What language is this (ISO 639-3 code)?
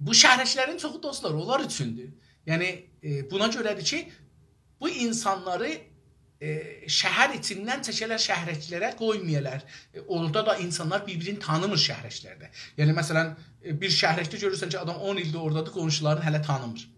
azb